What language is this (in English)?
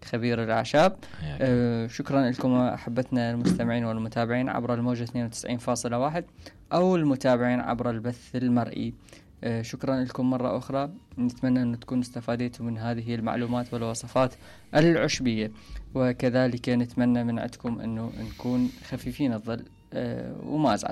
Mesopotamian Arabic